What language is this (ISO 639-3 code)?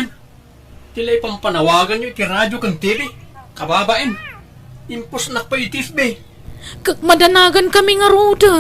ilo